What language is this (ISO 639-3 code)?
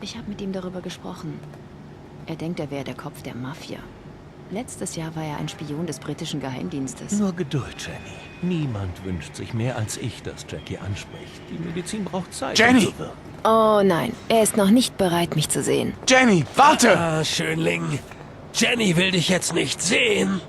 gsw